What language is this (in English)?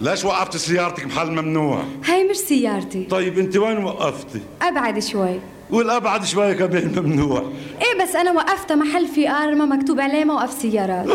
North Levantine Arabic